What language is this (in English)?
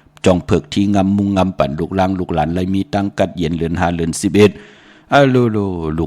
Shan